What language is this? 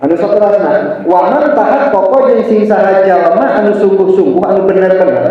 Sundanese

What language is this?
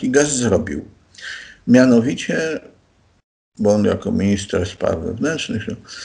Polish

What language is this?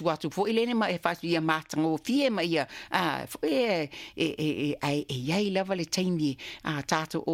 Samoan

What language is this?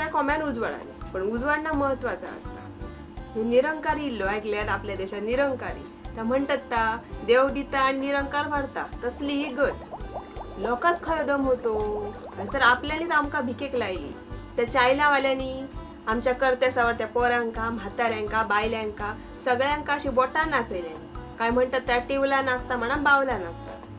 Konkani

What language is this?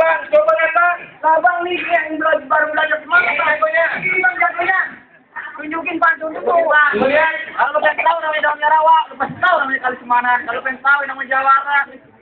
Betawi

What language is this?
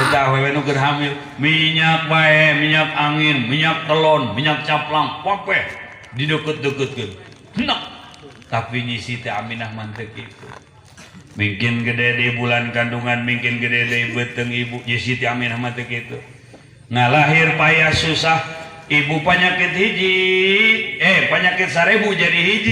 Sundanese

